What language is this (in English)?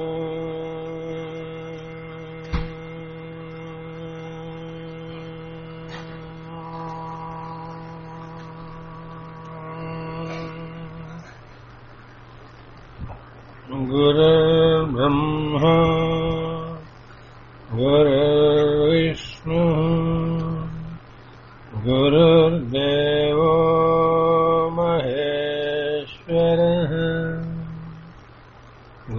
Telugu